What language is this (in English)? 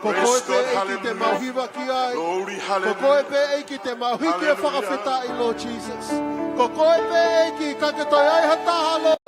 Tongan